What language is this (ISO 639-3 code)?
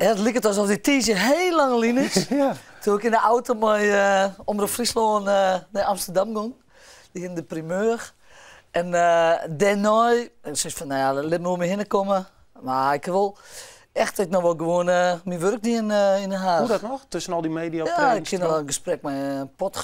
fry